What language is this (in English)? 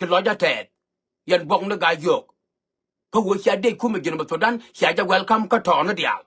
Nuer